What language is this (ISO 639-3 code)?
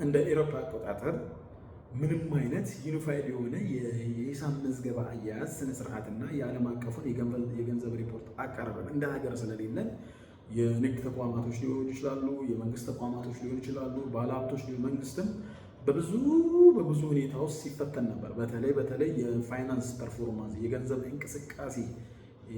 amh